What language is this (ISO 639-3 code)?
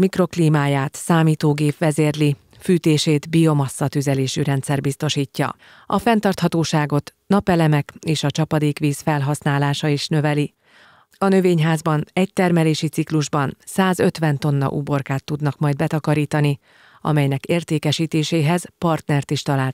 hun